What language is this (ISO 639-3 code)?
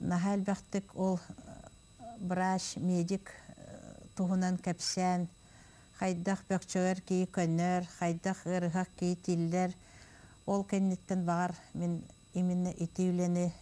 sah